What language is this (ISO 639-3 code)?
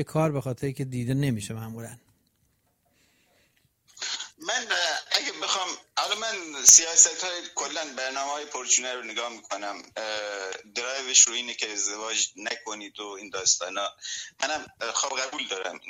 fas